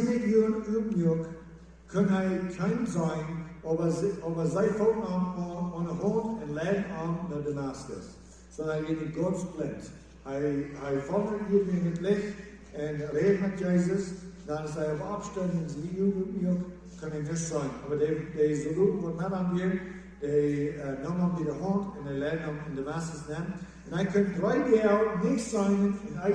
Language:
Plautdietsch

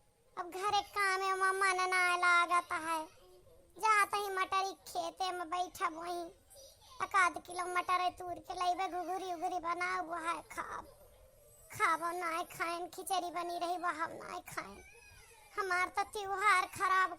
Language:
Awadhi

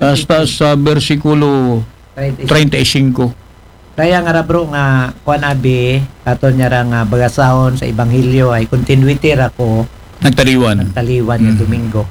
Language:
Aklanon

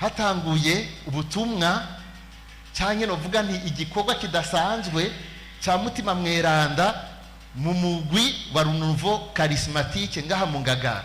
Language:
Rundi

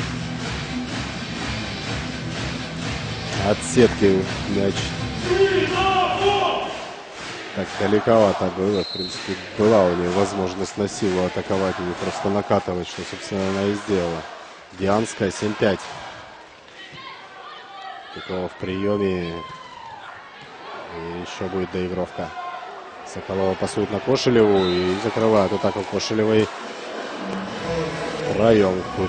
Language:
Russian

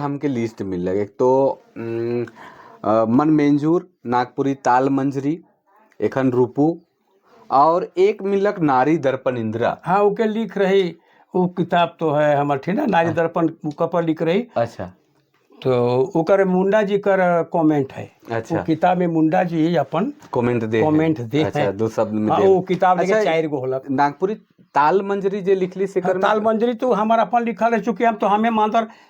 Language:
Sadri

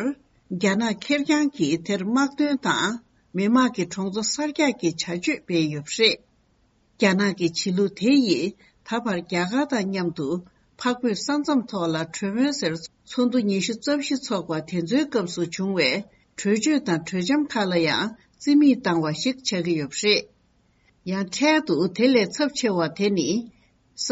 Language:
Tibetan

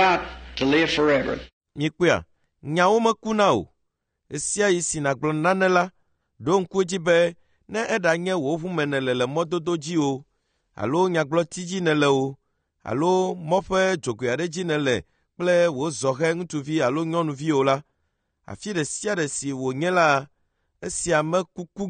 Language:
Ewe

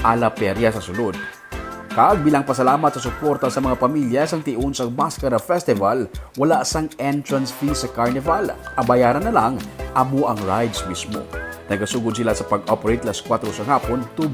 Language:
Hiligaynon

